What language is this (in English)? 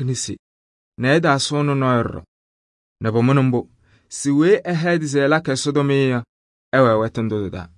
Kabiyè